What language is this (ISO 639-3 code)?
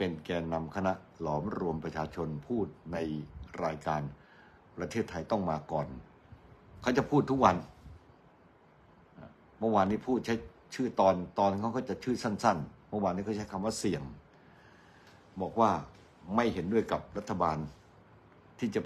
tha